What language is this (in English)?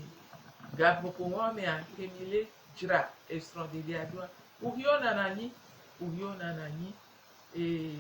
Gen